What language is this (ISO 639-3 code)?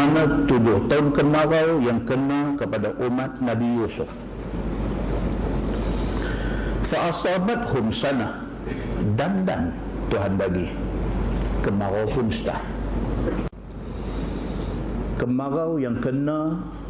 msa